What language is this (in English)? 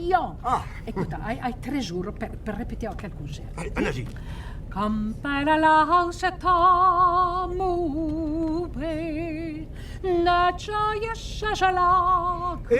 Occitan